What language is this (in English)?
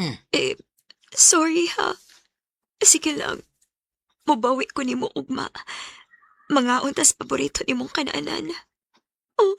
Cebuano